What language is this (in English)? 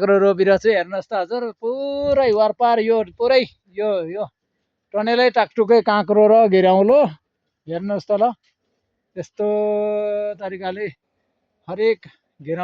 Nepali